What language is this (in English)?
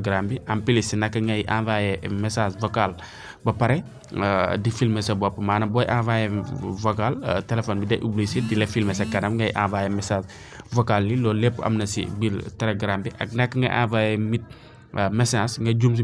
Wolof